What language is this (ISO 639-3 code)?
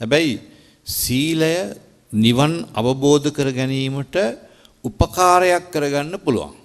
sin